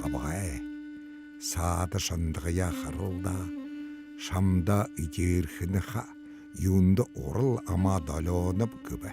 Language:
Buriat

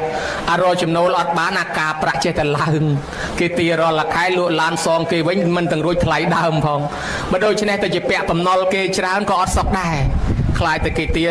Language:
Khmer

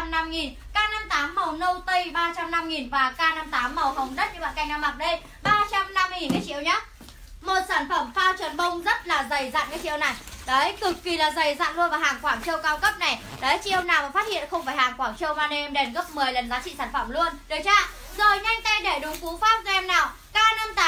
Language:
Vietnamese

